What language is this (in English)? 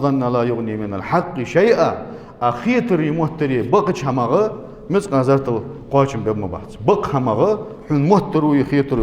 Ingush